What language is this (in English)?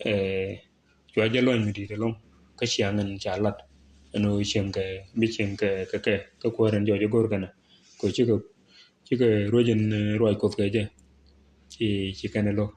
Nuer